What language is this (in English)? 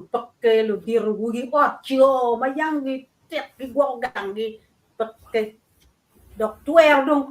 Acoli